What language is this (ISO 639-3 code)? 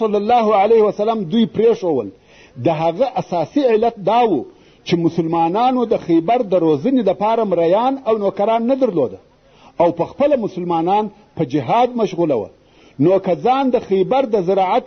pus